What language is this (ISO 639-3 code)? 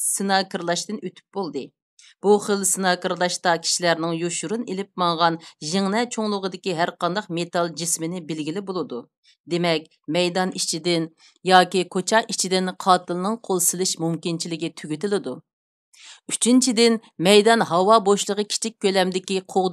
uig